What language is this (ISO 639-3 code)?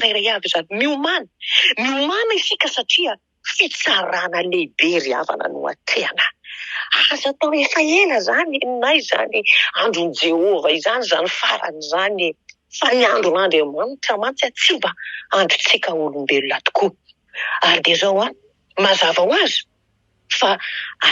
mlg